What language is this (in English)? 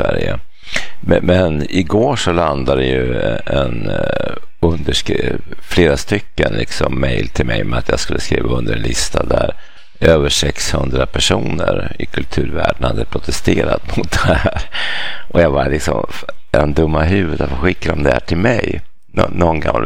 Swedish